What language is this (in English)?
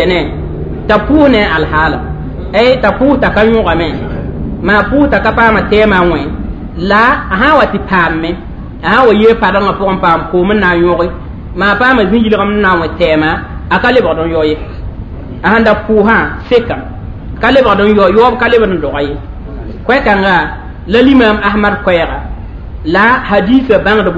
Mossi